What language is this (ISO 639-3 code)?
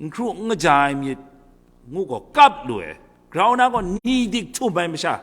kac